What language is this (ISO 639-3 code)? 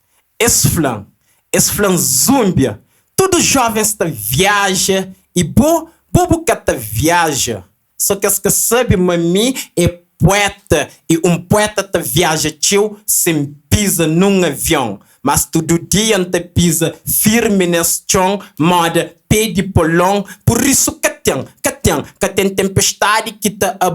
kea